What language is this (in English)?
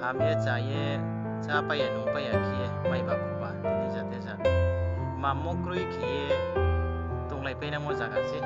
Riang (India)